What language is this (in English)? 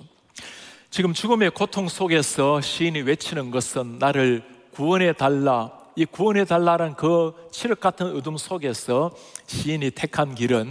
Korean